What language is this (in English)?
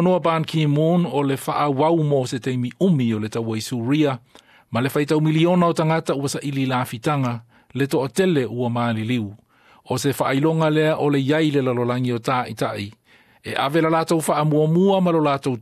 Samoan